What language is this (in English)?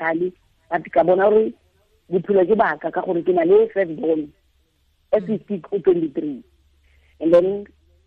Tswana